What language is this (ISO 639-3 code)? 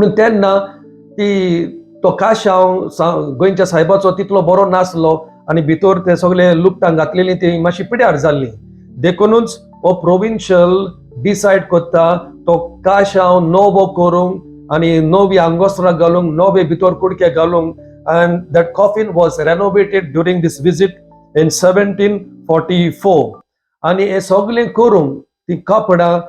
kok